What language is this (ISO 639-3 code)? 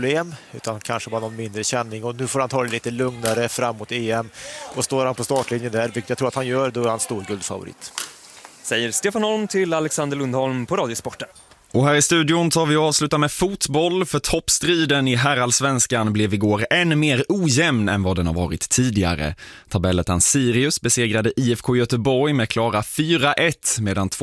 swe